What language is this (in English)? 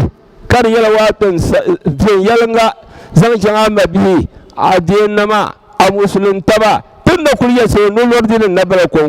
Dagbani